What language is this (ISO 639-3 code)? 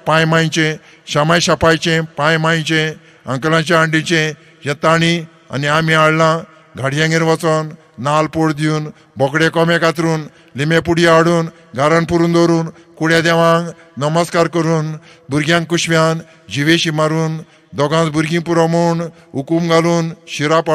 kok